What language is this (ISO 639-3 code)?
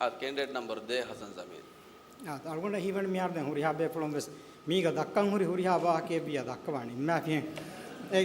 div